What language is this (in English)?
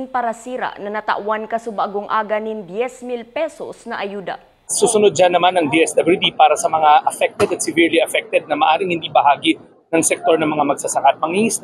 Bikol